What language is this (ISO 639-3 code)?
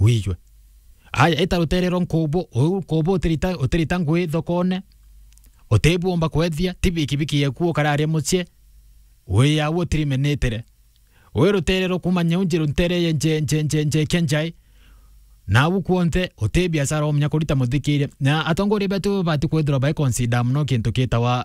mer